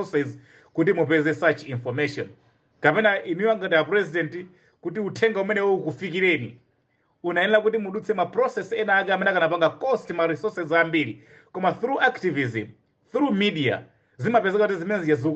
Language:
Nyanja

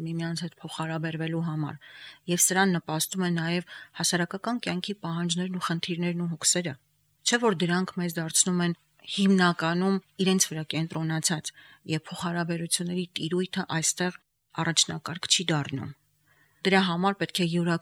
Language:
Armenian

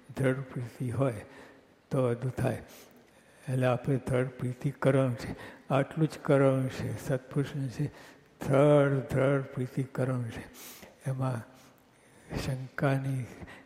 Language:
Gujarati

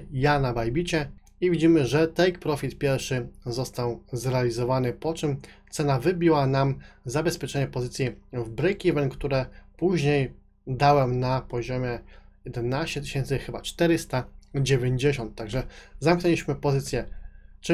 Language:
Polish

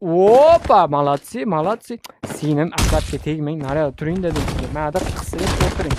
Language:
Uzbek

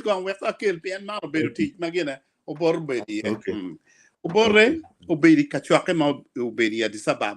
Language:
Acoli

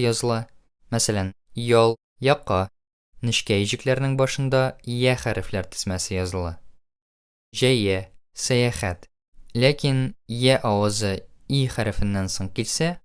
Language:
Tatar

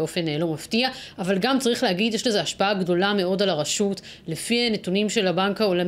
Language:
Hebrew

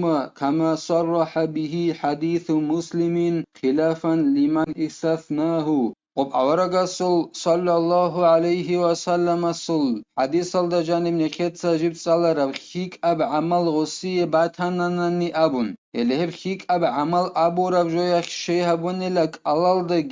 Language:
Avaric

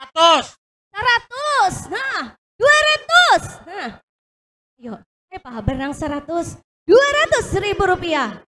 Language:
Banjar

